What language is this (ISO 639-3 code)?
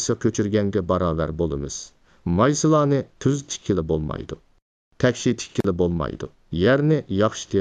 uig